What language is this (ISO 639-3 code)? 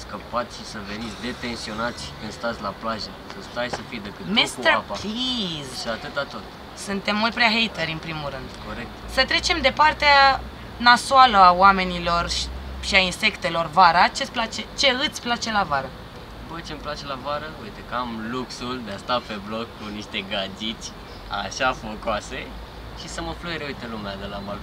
ron